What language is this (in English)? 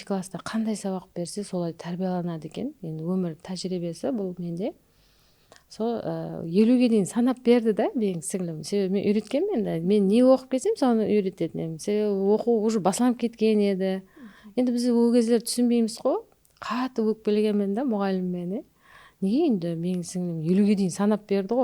Kara-Kalpak